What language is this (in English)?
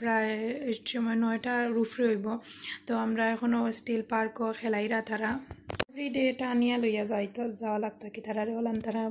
Sylheti